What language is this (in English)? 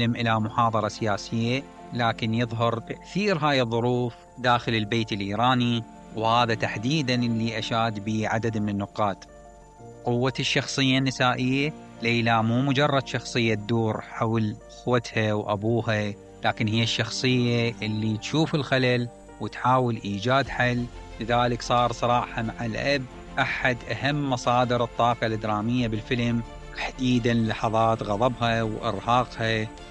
Mesopotamian Arabic